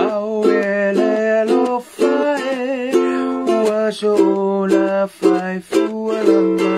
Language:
Samoan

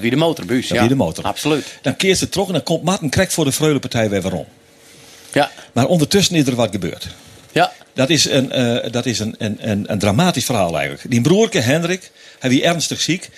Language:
Western Frisian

